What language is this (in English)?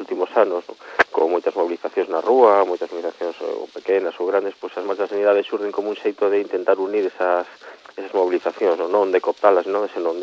Galician